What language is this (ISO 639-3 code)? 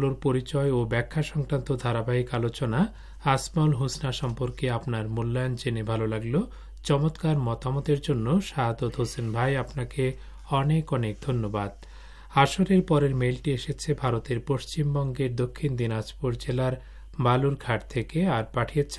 ben